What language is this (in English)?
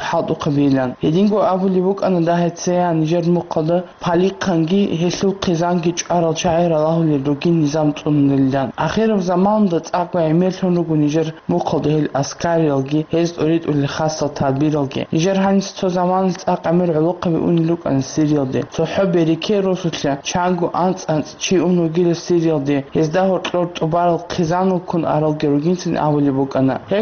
Avaric